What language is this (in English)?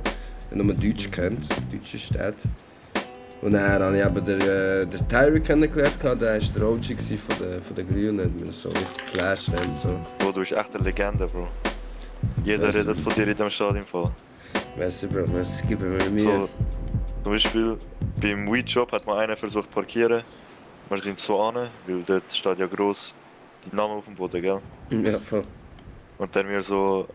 Swiss German